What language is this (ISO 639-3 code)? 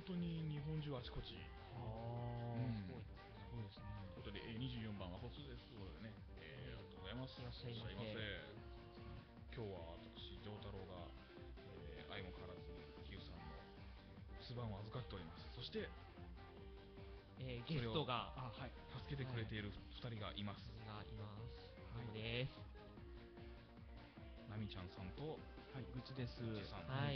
jpn